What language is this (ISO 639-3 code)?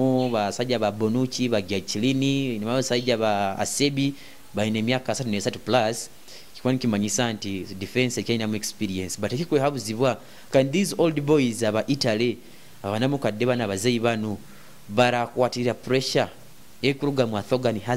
nyo